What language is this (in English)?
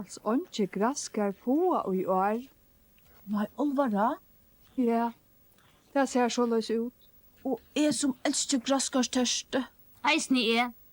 Faroese